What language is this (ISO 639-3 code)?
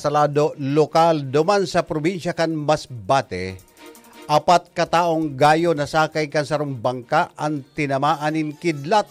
bik